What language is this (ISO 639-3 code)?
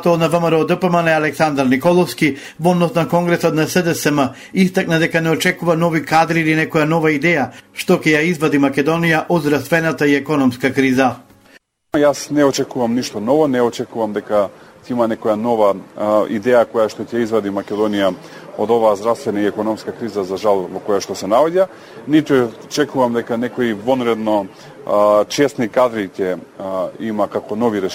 mkd